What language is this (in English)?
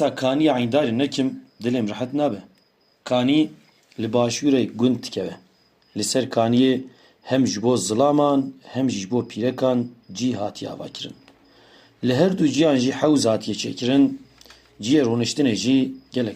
Kurdish